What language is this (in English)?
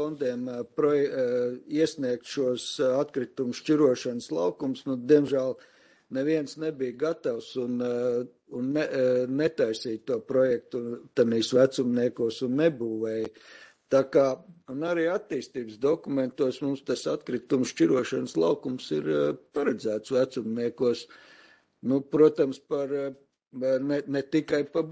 Latvian